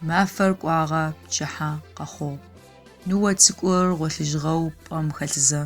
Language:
Adyghe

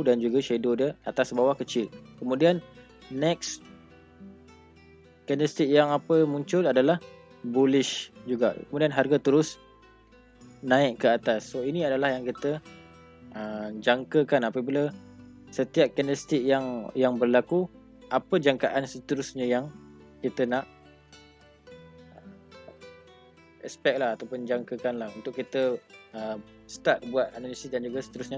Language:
Malay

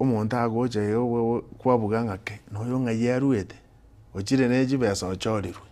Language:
Gusii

